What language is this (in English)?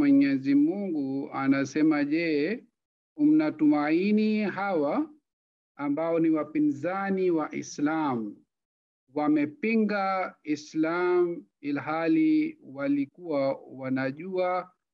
Swahili